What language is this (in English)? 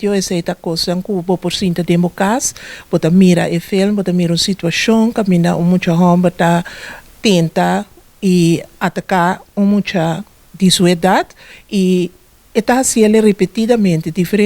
Papiamento